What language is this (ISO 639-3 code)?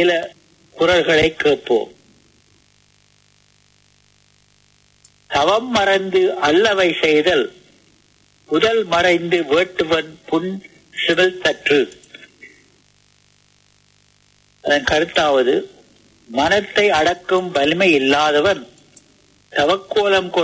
tam